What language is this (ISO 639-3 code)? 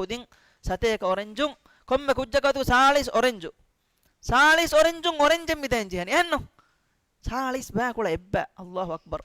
div